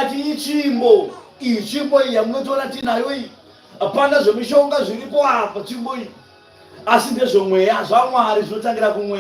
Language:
Shona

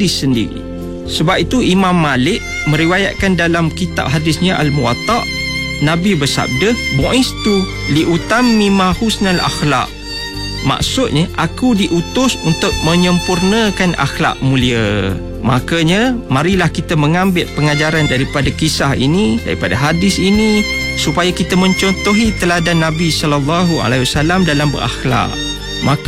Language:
Malay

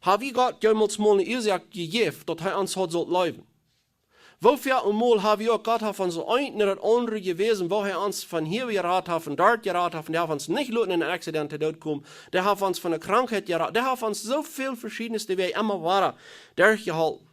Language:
Plautdietsch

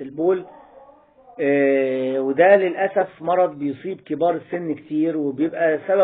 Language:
Egyptian Arabic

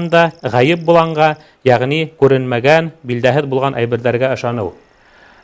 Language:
Bashkir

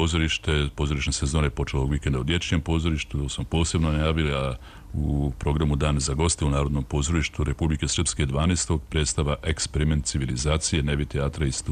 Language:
Serbian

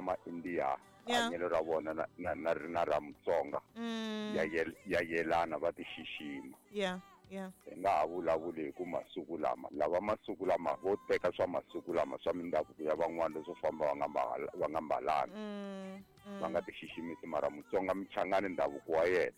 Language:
Tsonga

